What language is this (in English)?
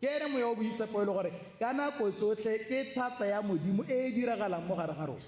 Tswana